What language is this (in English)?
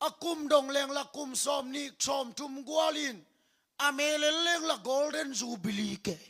Tedim Chin